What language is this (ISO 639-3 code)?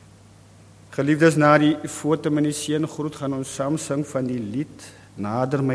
afr